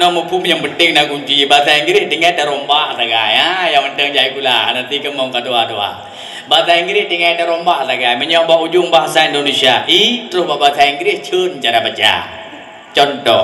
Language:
Achinese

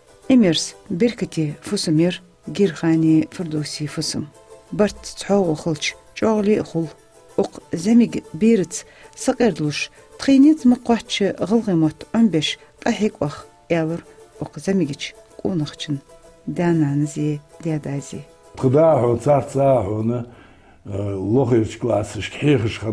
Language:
Ingush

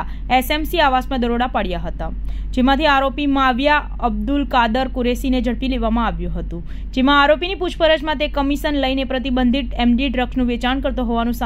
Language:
Gujarati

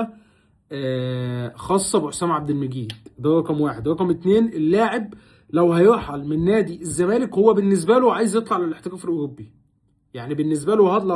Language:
Egyptian Arabic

